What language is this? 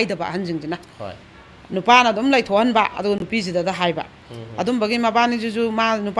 Manipuri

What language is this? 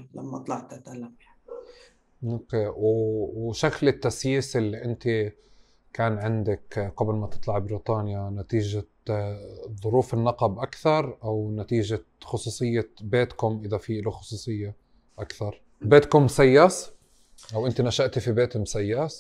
North Levantine Arabic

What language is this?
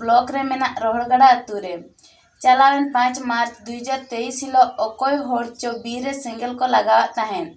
Santali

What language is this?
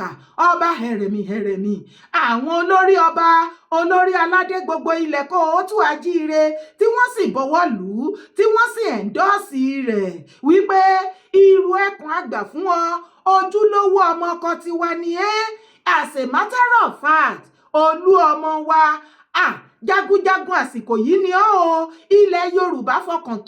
Yoruba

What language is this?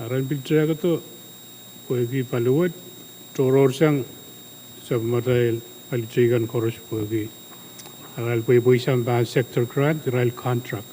Pohnpeian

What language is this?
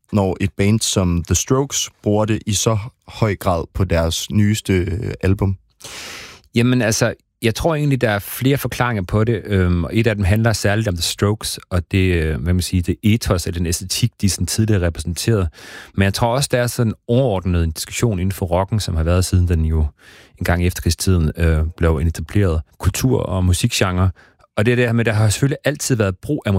Danish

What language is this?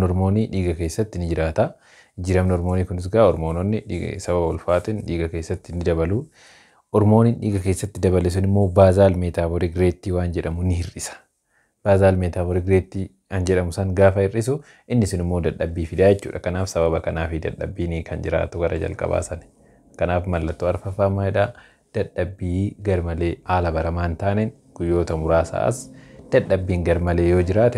Oromo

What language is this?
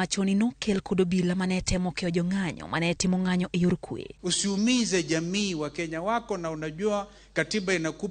Luo (Kenya and Tanzania)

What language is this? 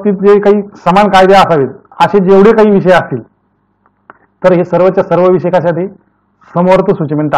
Marathi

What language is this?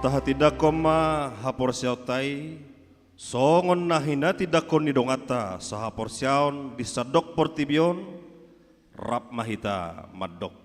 Batak Toba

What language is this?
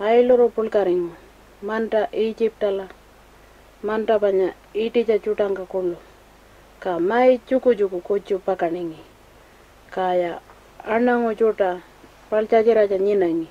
Pitjantjatjara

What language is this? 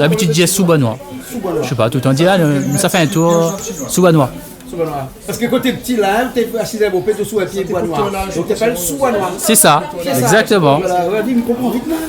Réunion Creole French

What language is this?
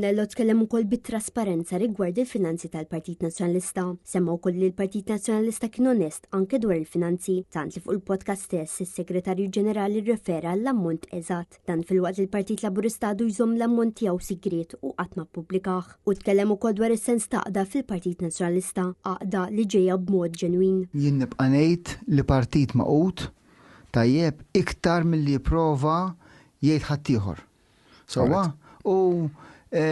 Maltese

